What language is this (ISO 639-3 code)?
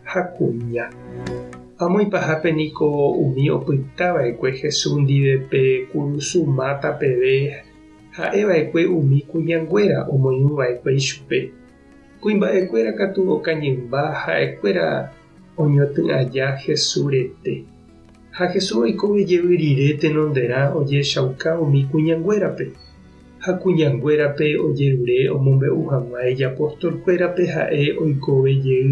grn